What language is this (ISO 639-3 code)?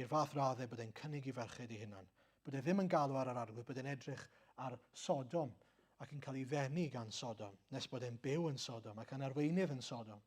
cym